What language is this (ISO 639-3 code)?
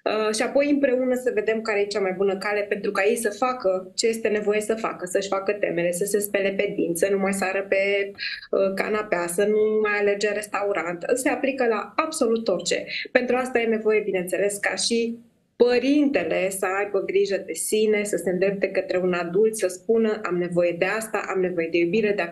ron